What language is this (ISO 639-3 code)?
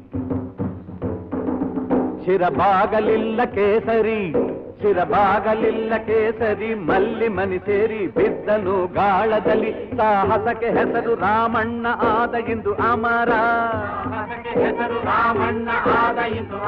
kan